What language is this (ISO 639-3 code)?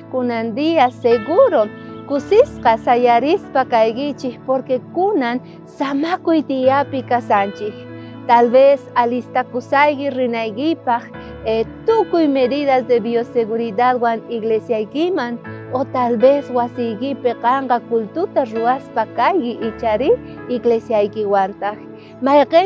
quh